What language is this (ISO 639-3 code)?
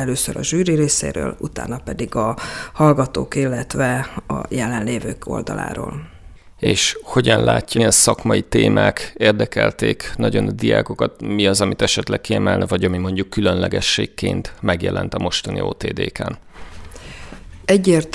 hun